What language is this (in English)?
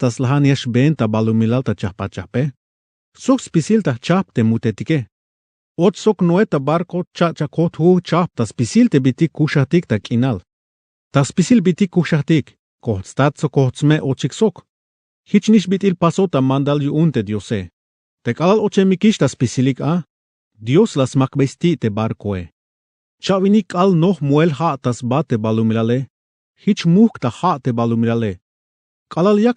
Tzeltal